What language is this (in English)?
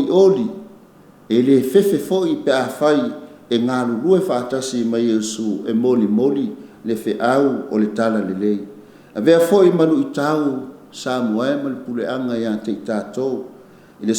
Samoan